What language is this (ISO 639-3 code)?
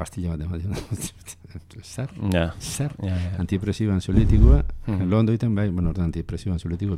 eus